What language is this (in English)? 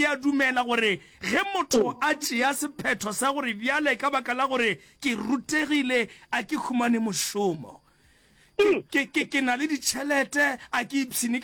Northern Sotho